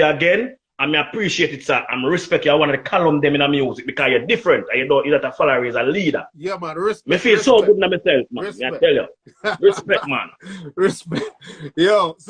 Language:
Jamaican Creole English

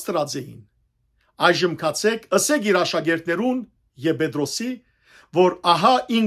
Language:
Western Armenian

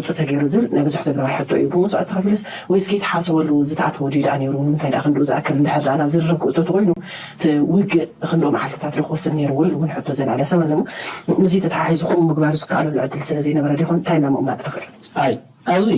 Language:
Tigrinya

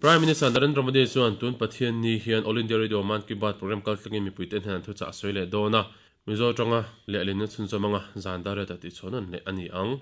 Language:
Mizo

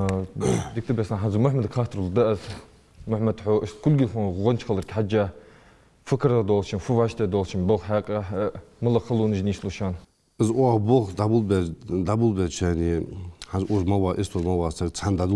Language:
Ingush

